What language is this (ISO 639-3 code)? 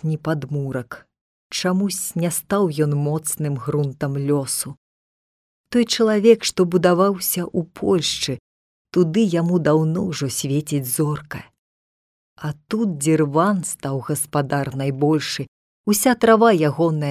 bel